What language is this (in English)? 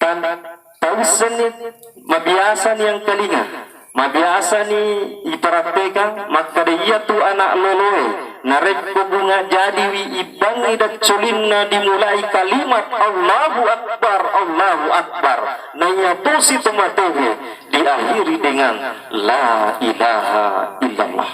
Buginese